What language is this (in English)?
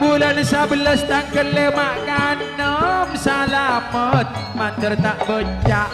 Madurese